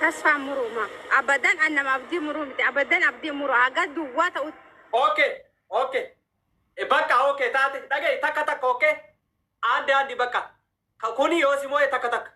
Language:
Oromo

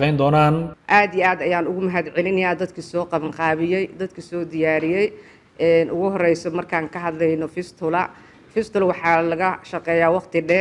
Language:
Somali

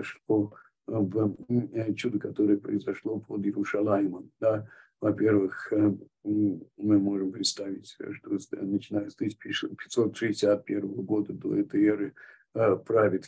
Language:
Russian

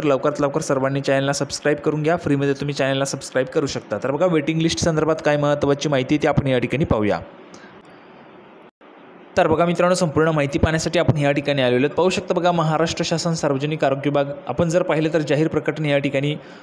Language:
Marathi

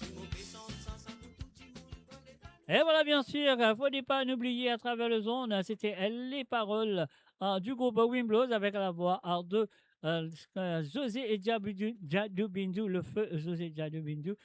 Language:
Morisyen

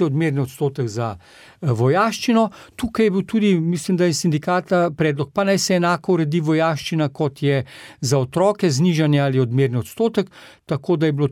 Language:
Slovenian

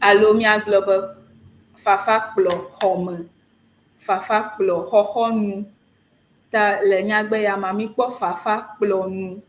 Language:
Ewe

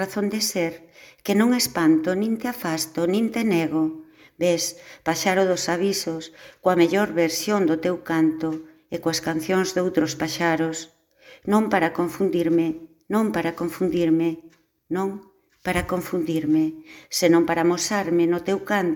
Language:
Galician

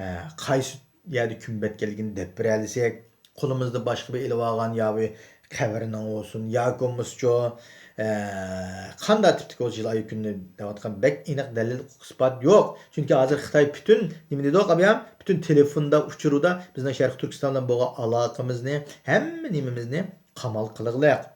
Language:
Uyghur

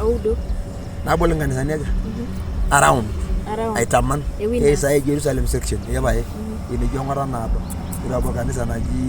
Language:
Masai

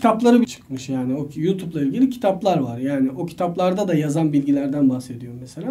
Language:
Turkish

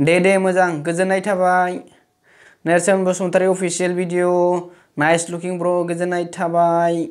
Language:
Bodo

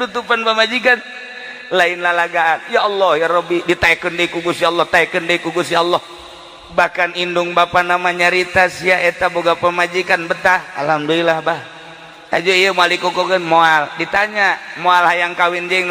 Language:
Sundanese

